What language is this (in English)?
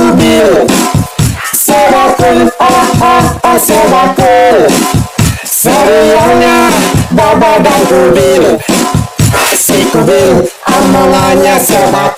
Betawi